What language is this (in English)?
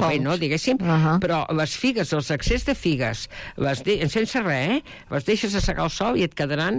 Catalan